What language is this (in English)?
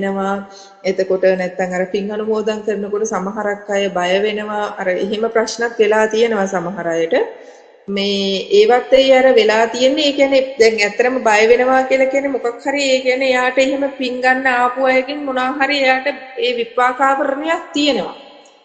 Sinhala